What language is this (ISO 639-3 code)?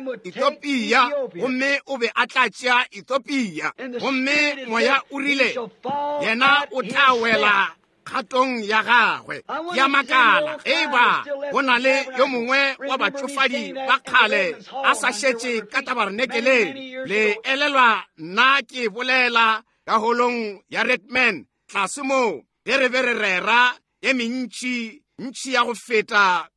nso